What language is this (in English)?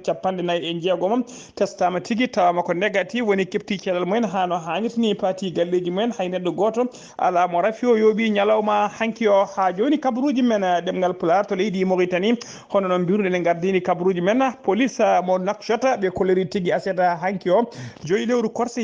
Fula